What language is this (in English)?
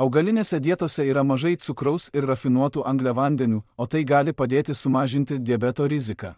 Lithuanian